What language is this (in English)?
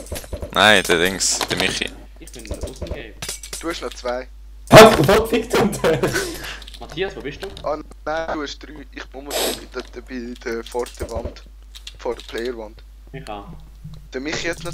Swiss German